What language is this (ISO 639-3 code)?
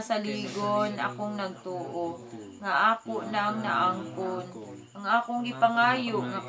ceb